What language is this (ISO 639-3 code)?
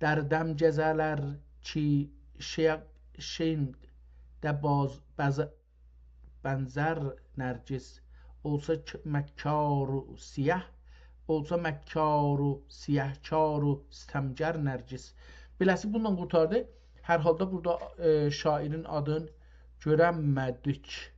azb